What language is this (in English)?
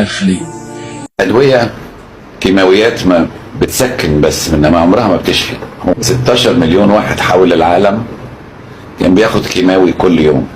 Egyptian Arabic